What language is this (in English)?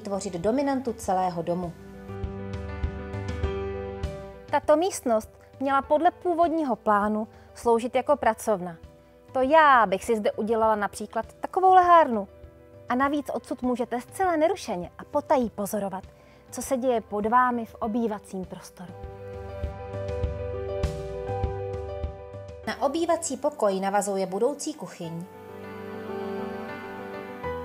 Czech